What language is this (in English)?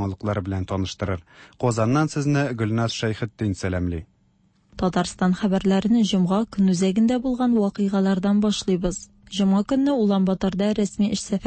Tatar